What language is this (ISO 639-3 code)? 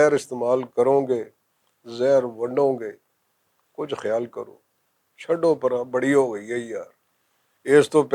lah